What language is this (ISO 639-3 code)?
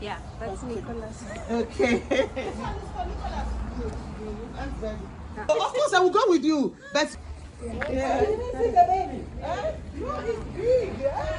tsn